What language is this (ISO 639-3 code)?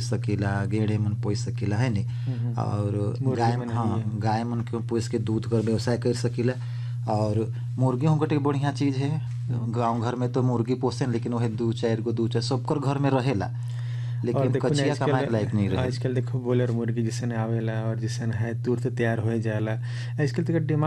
sck